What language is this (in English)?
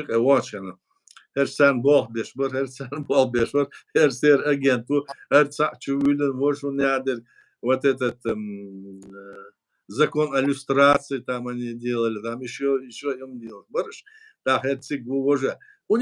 Chechen